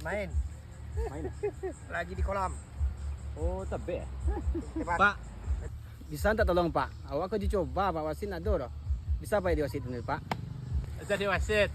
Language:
Minangkabau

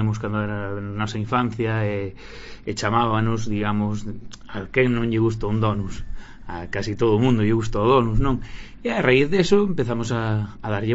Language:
Galician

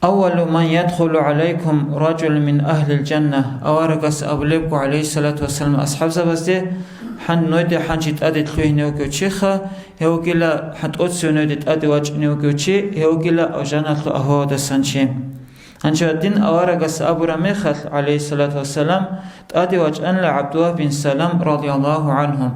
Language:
Avaric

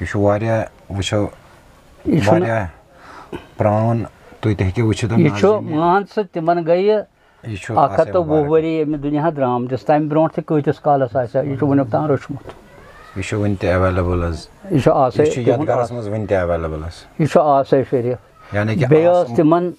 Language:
Kashmiri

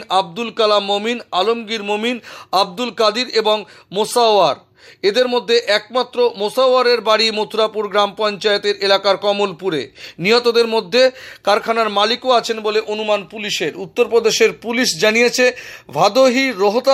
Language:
Bangla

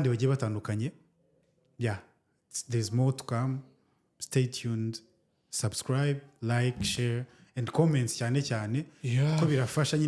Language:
Kinyarwanda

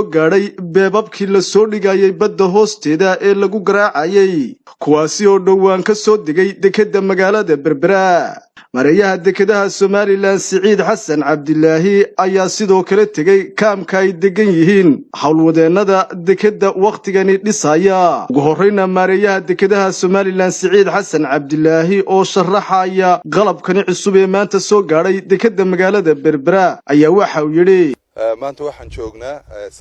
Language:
Somali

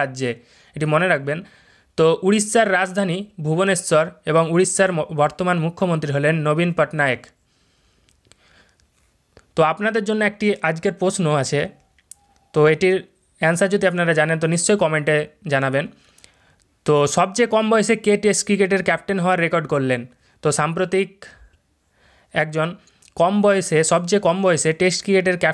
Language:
Bangla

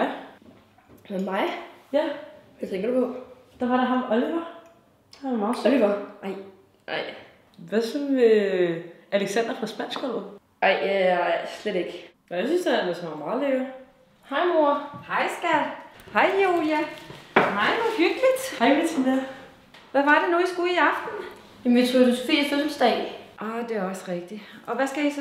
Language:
Danish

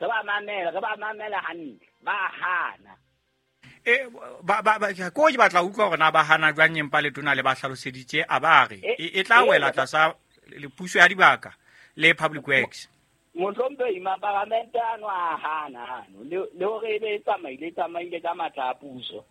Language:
Southern Sotho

